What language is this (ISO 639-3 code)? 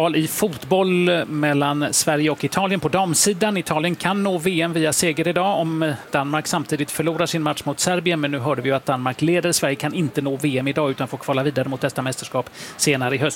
swe